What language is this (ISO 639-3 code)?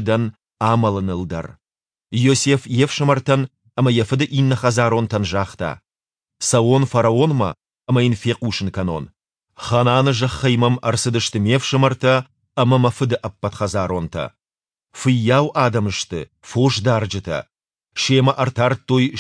oss